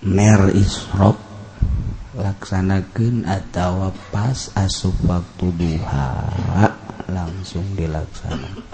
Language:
Sundanese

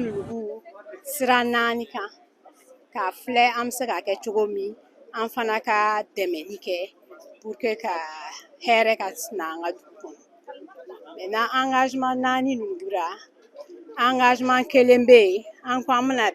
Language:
Bambara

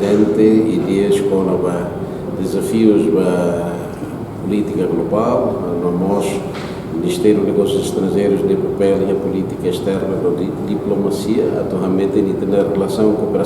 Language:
Tetum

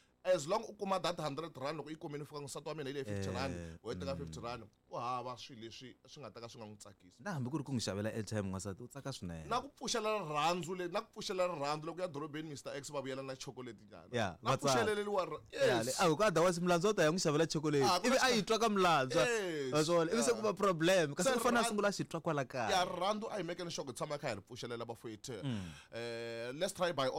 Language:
Tsonga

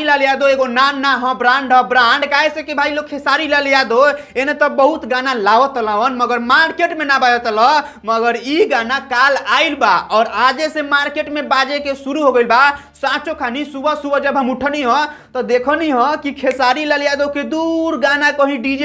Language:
Bhojpuri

